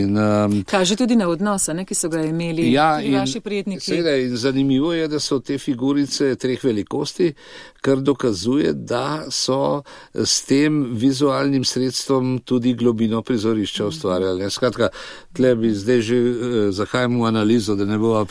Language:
Slovenian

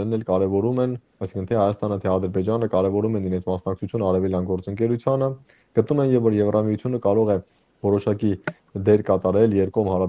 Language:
Armenian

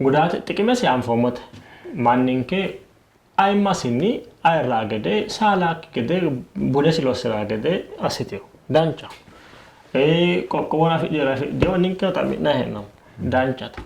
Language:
Sidamo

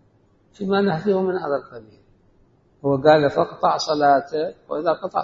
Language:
Mesopotamian Arabic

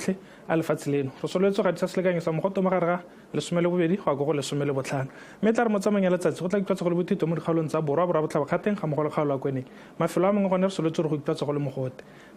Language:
Tswana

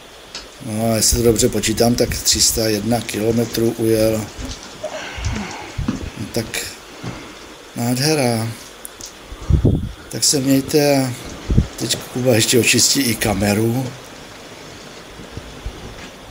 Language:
Czech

